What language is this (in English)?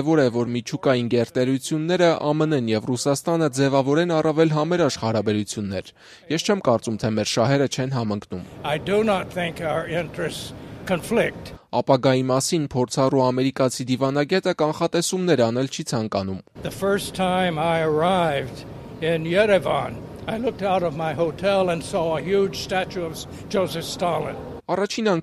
Armenian